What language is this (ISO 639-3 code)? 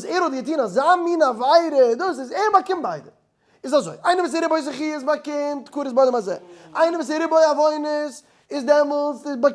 yid